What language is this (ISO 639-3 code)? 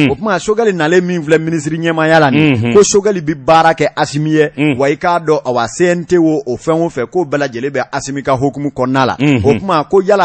bam